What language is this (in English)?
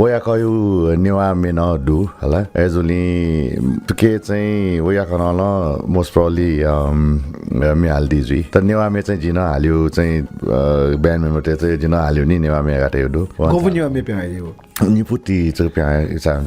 Newari